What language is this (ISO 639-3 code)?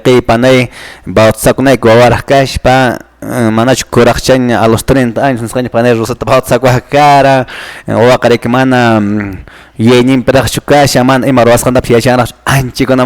que